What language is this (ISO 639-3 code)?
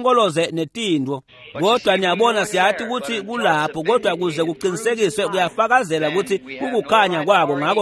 ssw